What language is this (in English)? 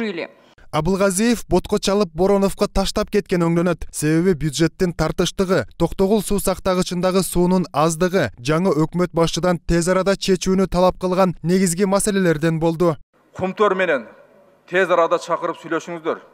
Kyrgyz